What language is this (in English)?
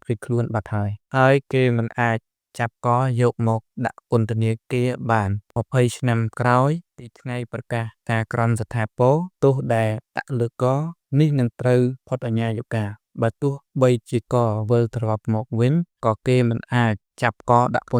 Khmer